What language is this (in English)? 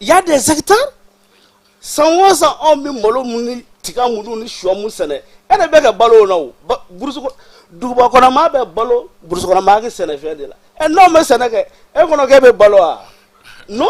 Bambara